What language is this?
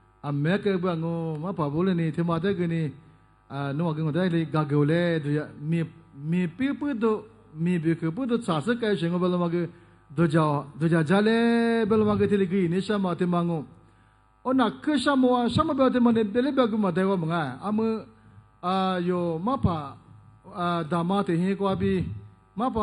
Lisu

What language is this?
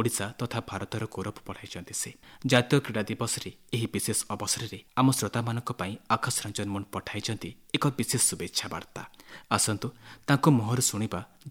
Odia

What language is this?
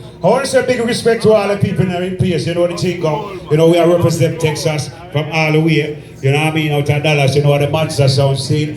Jamaican Creole English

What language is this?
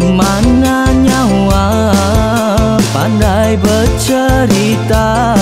Iban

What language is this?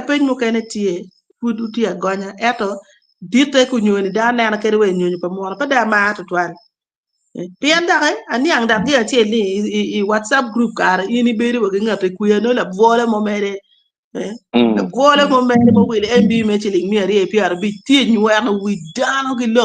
Acoli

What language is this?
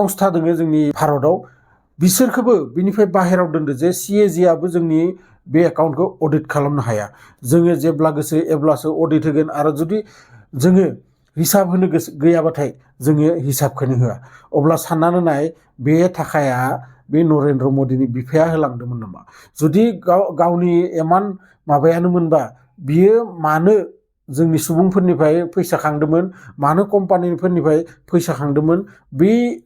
Bodo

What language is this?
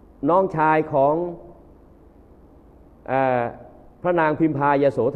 Thai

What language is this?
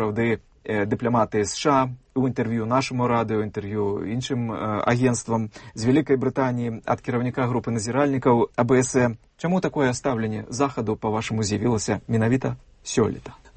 Belarusian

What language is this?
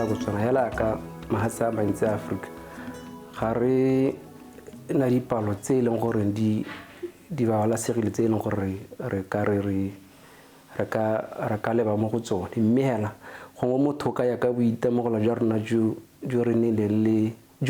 Tswana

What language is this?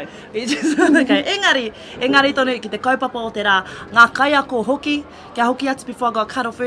Māori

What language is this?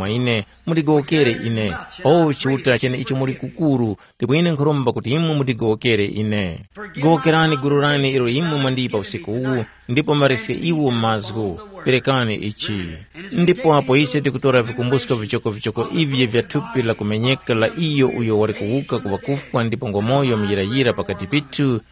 Tumbuka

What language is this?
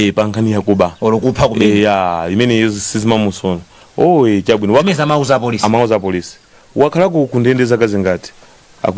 Nyanja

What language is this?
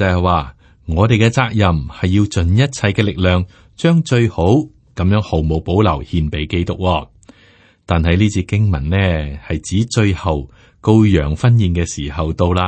Cantonese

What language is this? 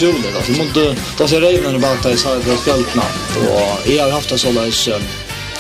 Faroese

